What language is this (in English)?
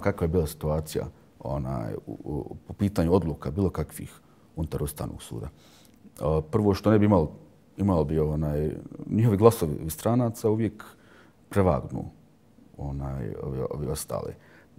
Bosnian